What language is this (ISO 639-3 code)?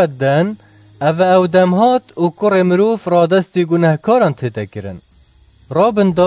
kur